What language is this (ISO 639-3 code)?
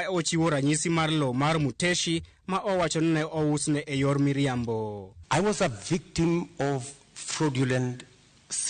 luo